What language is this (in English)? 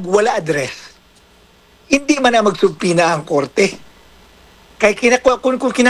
Hiligaynon